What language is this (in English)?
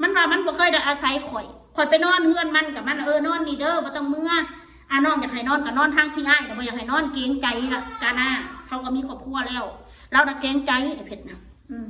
Northeastern Thai